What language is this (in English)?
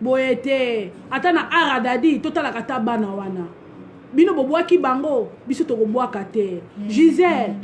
Lingala